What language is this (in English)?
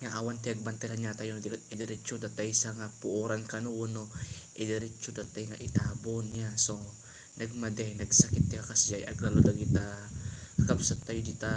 Iloko